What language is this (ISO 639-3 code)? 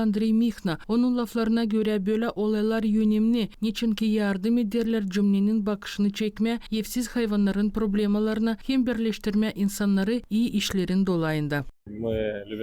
gag